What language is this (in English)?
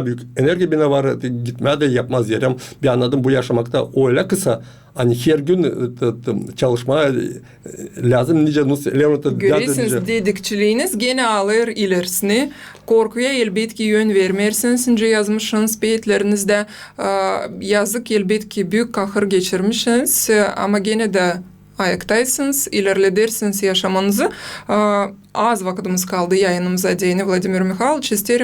Gagauz